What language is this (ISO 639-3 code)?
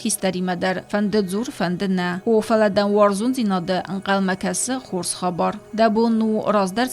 oss